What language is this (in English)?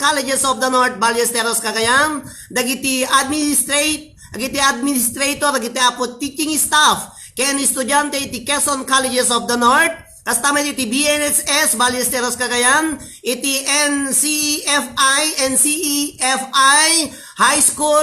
Iloko